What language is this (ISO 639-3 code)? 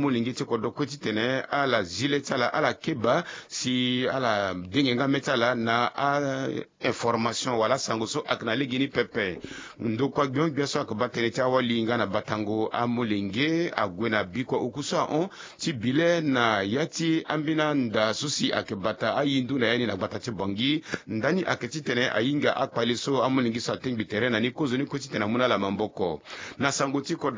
sag